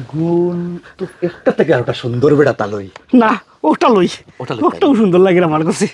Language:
Sylheti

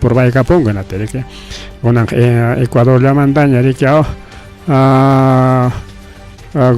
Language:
Ayacucho Quechua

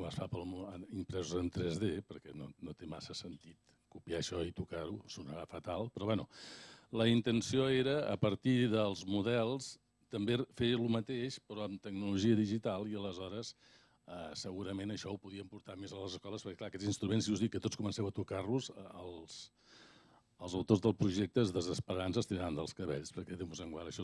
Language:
Catalan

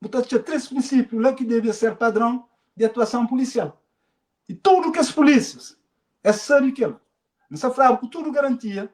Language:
Kabuverdianu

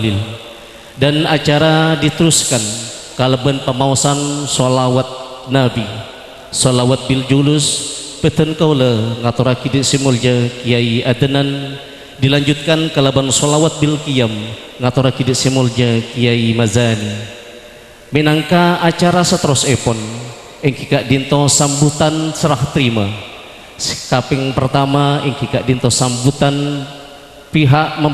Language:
Madurese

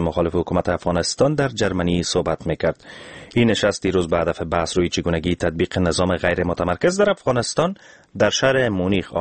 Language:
Persian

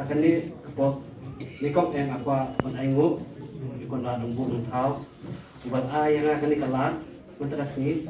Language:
Khasi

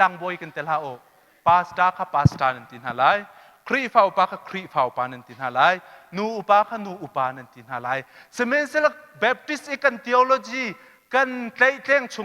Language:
Hakha Chin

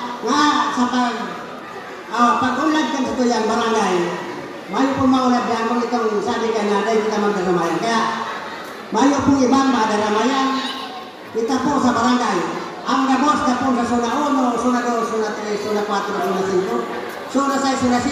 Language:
Bikol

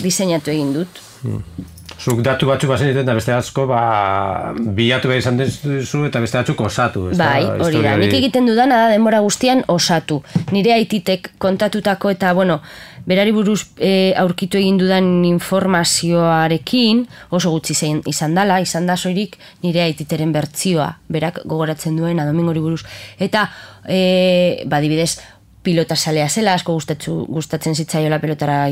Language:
Basque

